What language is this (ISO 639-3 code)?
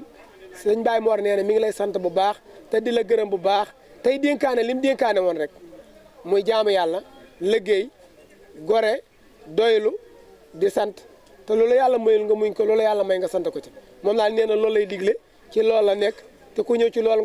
wol